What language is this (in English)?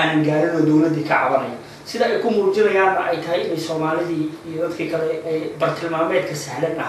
Somali